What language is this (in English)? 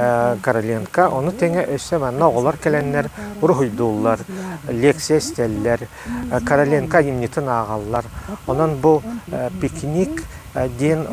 Yakut